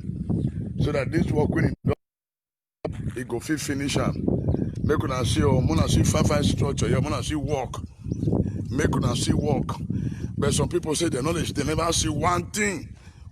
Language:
Nigerian Pidgin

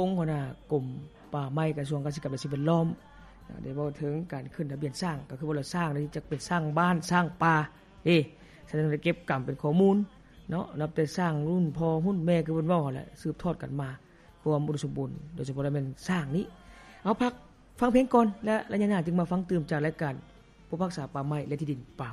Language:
Lao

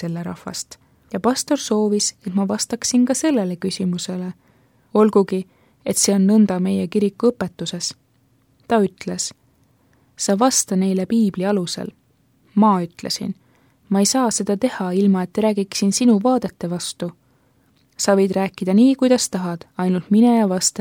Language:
Estonian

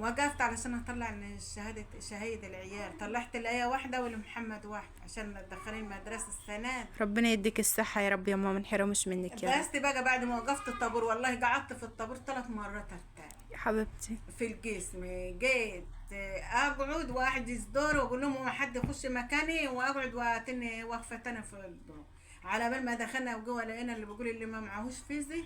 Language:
Egyptian Arabic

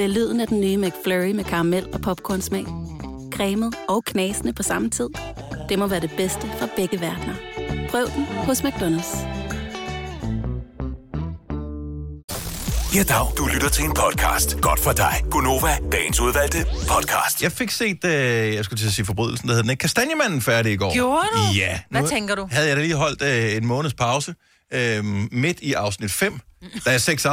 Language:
Danish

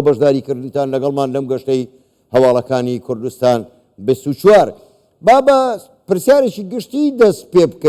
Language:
Central Kurdish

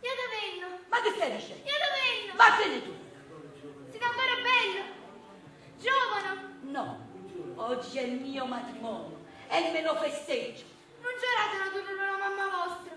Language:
Neapolitan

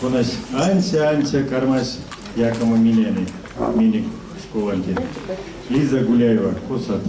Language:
Erzya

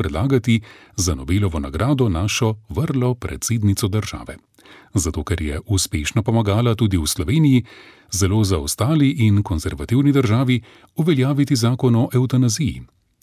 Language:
Slovenian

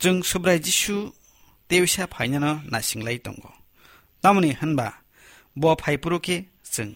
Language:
Kok Borok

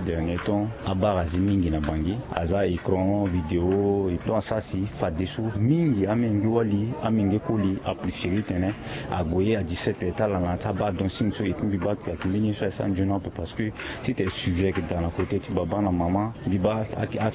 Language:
Sango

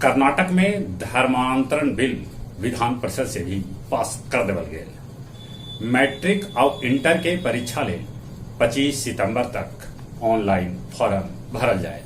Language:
Magahi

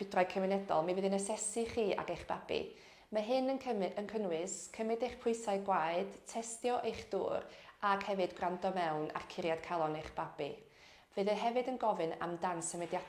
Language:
Welsh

